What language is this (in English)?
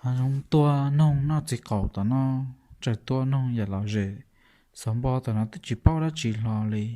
Hmong